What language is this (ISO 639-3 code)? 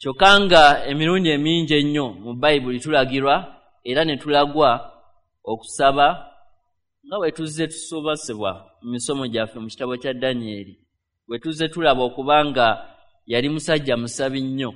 lug